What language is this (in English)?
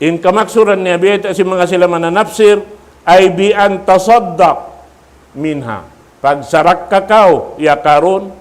Tausug